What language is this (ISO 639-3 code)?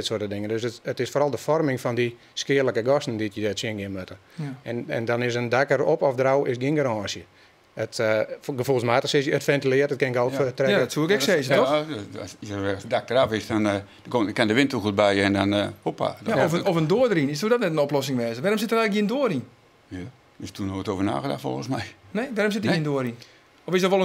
fry